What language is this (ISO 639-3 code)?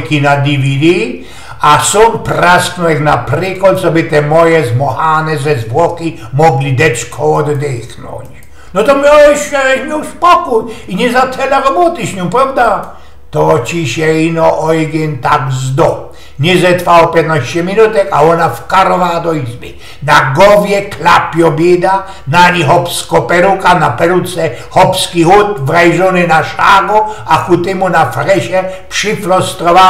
szl